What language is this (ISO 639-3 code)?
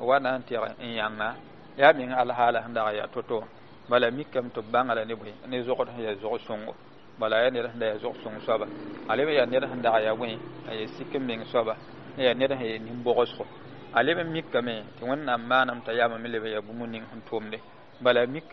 mos